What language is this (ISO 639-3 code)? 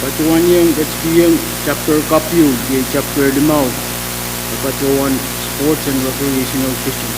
pon